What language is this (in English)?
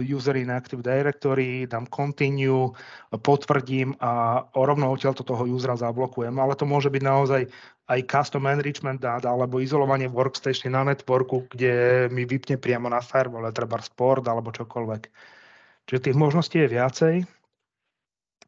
Slovak